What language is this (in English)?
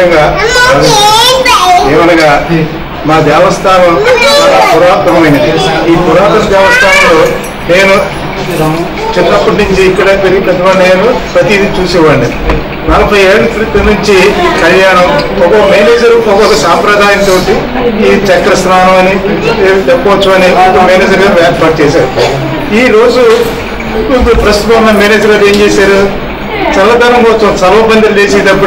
Telugu